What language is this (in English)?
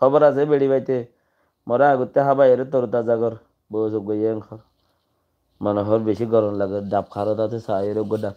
Rohingya